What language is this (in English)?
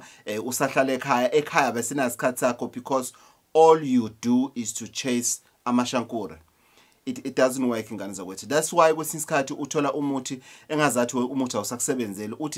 Zulu